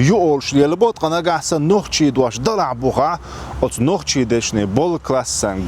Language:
Chechen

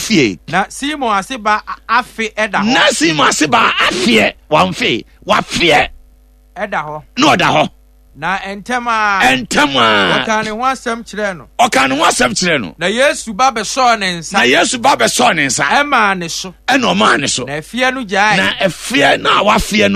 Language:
Akan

